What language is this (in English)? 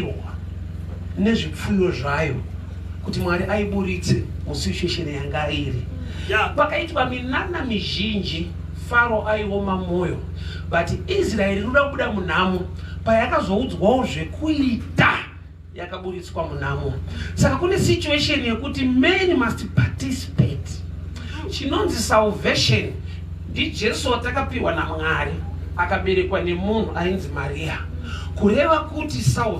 Shona